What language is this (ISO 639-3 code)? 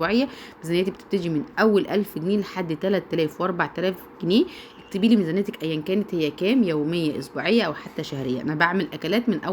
arz